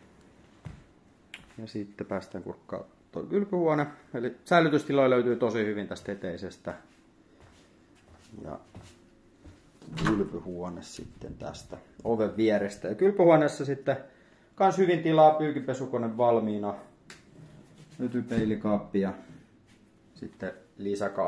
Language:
Finnish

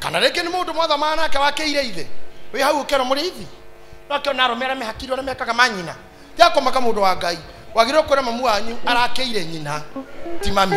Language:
Kikuyu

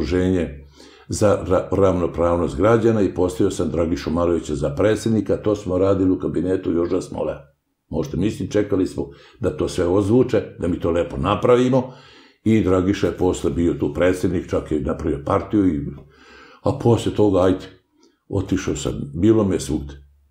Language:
Serbian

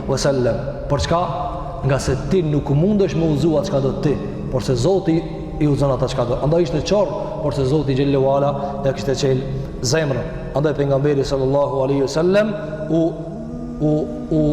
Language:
Albanian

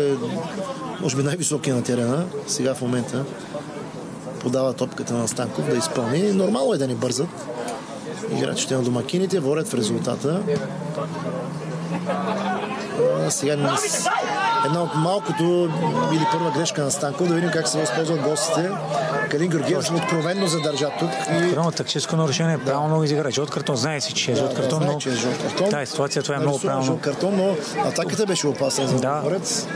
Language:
Bulgarian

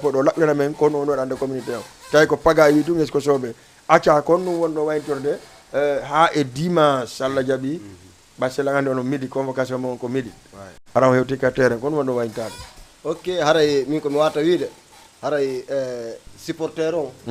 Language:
Fula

